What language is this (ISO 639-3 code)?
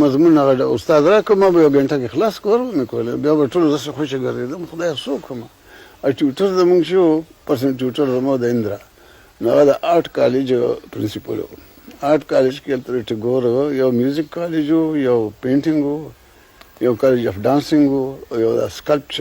pus